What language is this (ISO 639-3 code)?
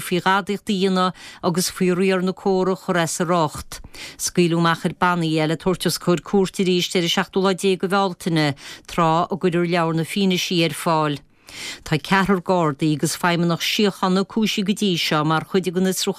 gle